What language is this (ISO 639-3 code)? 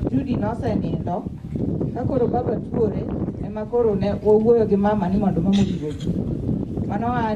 luo